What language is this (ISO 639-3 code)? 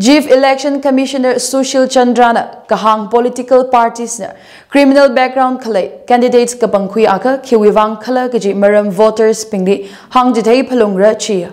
nmf